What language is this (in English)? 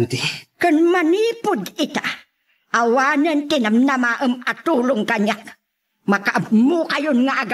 Iloko